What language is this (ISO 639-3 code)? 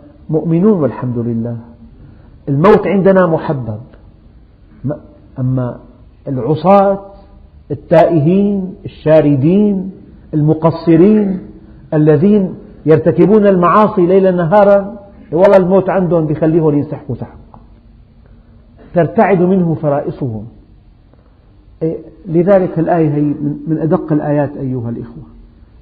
ara